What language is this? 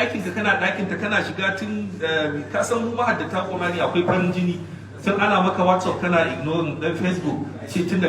Hausa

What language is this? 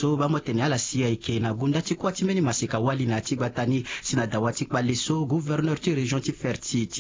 Sango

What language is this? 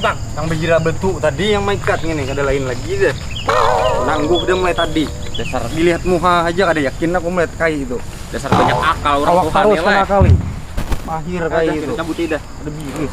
Banjar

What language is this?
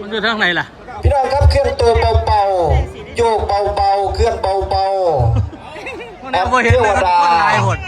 Northeastern Thai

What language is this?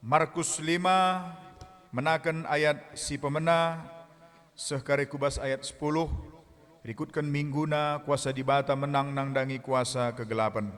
Batak Karo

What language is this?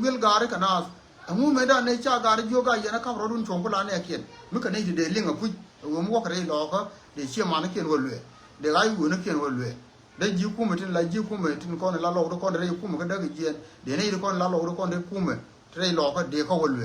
Nuer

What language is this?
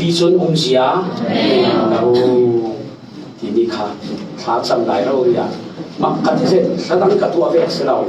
Falam Chin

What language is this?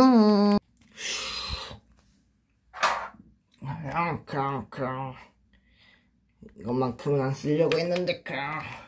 Korean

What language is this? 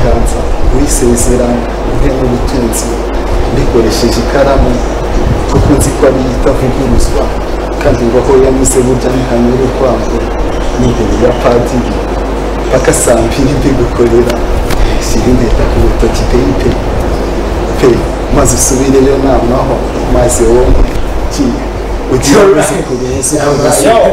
Kinyarwanda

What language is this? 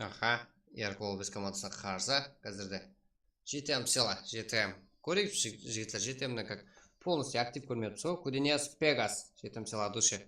Kara-Kalpak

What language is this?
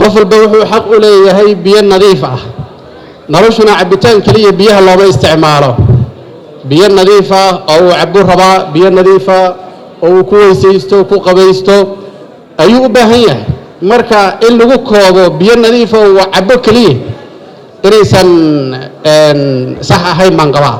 Somali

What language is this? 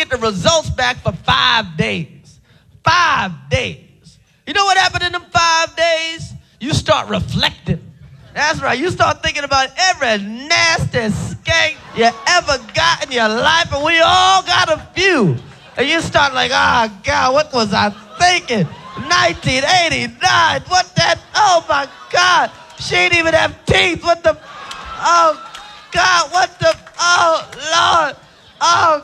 English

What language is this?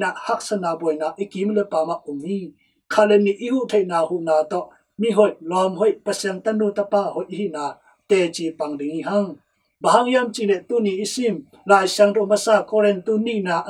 Tedim Chin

